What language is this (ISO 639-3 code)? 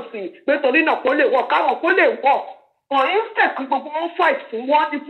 yor